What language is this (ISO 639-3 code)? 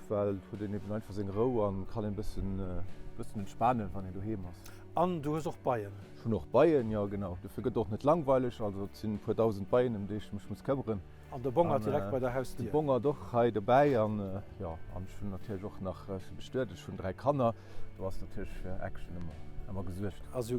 ltz